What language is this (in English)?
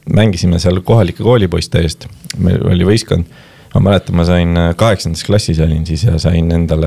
Estonian